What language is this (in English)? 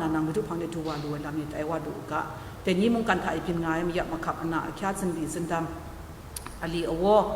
Kachin